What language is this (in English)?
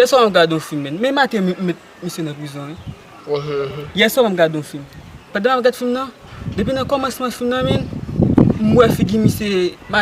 Haitian Creole